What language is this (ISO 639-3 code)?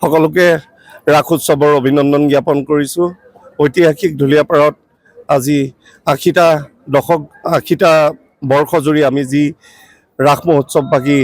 asm